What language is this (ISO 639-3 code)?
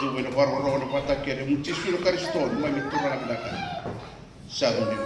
fij